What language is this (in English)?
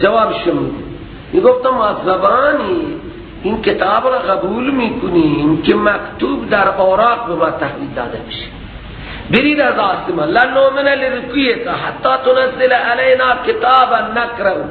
Persian